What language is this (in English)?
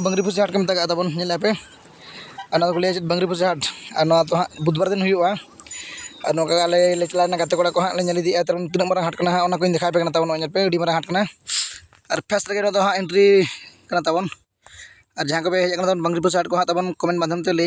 Santali